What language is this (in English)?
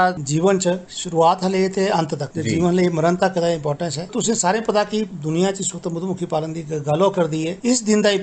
Dogri